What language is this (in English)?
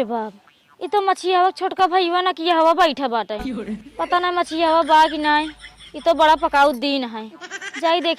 Awadhi